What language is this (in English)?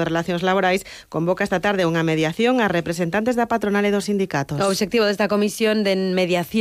Galician